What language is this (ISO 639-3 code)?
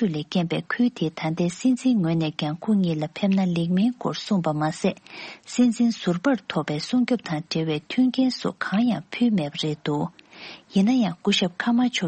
bod